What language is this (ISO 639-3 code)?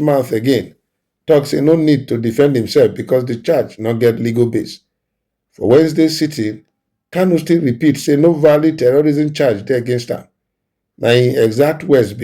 pcm